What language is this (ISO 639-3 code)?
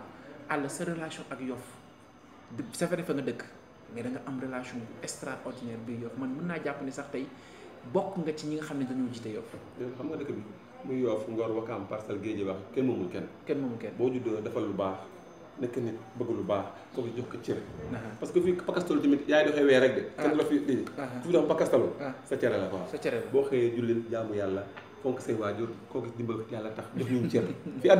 wol